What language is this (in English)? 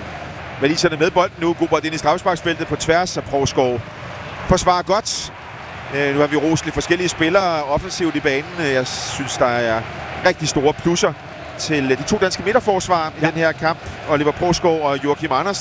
Danish